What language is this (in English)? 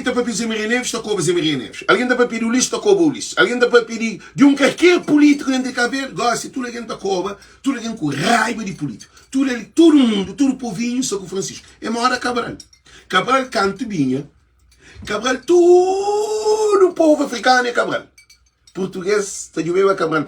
Kabuverdianu